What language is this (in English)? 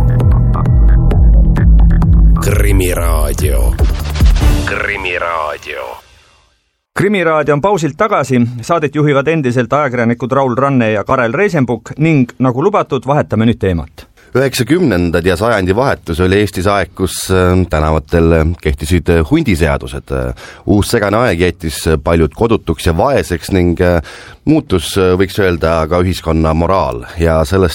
Estonian